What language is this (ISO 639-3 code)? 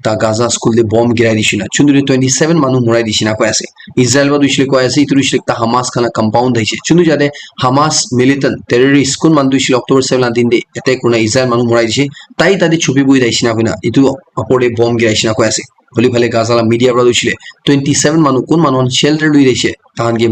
nag